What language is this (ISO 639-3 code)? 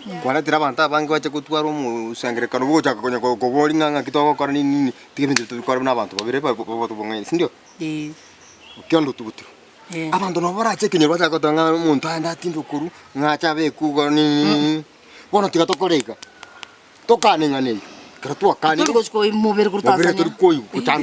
guz